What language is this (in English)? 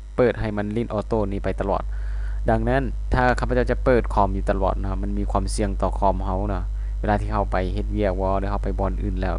Lao